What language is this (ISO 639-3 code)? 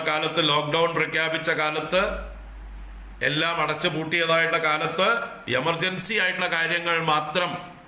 mal